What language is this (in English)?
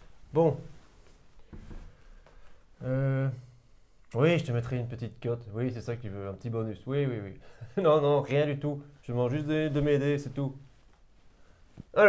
French